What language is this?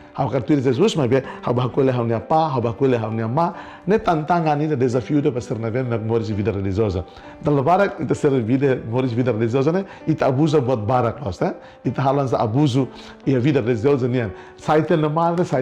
Tetum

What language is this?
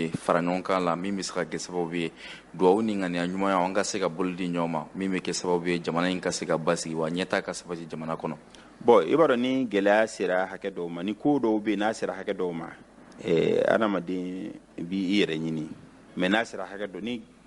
Bambara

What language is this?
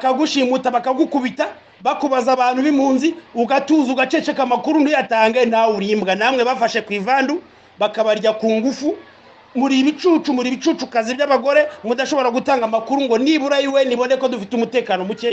Kinyarwanda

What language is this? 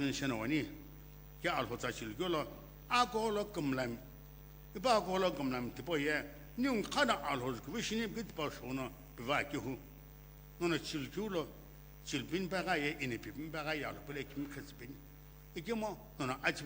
Sumi Naga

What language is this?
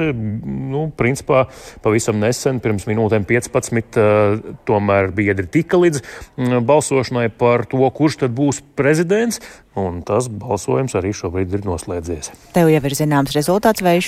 Latvian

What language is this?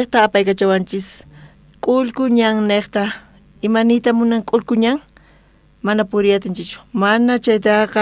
South Bolivian Quechua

